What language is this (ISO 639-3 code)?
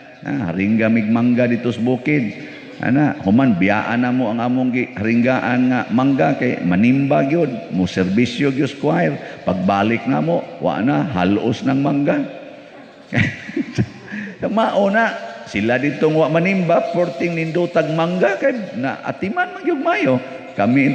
ceb